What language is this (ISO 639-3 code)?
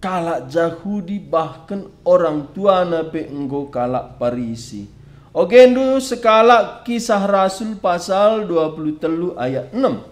btx